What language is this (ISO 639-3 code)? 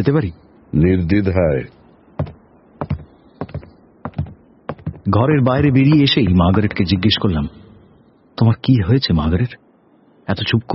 ben